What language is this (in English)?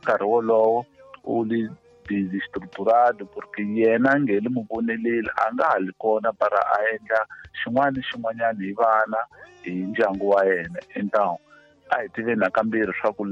Tsonga